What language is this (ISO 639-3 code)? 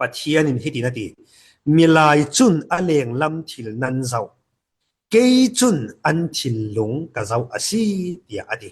cfm